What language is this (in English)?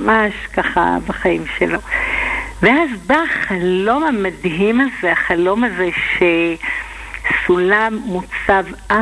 Hebrew